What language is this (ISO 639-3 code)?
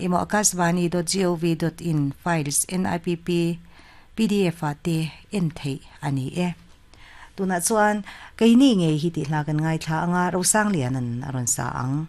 lus